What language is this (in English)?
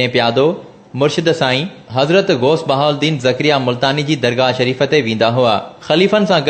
Sindhi